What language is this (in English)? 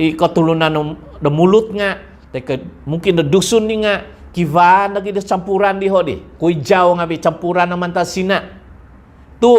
Central Dusun